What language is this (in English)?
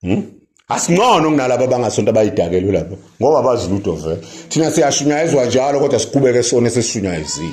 Zulu